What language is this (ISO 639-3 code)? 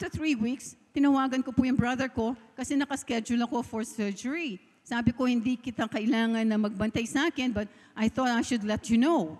fil